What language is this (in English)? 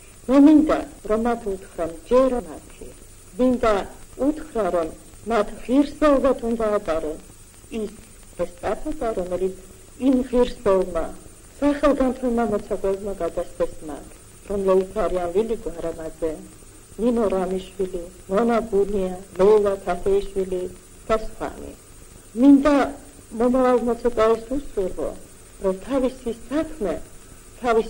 Georgian